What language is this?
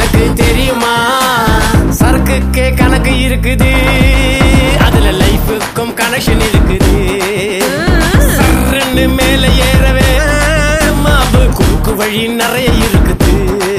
Tamil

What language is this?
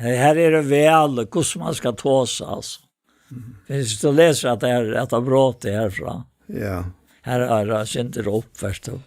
Faroese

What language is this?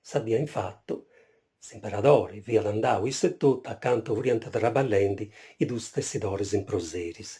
Sardinian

